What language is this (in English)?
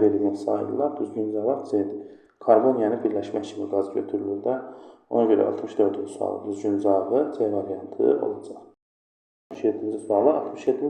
Azerbaijani